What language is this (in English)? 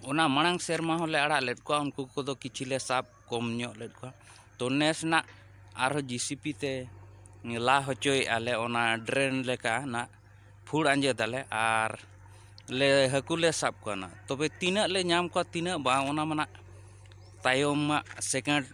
Santali